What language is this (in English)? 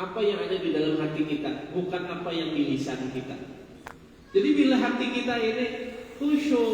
Banjar